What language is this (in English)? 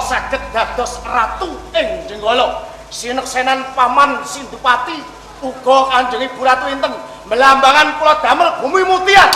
Javanese